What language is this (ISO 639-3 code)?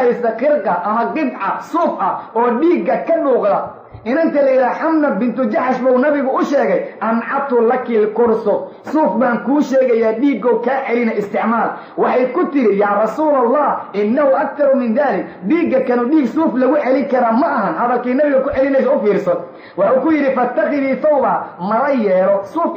som